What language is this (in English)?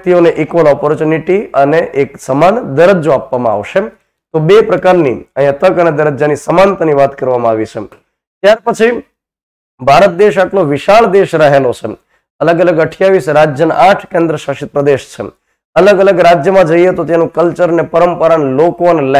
Gujarati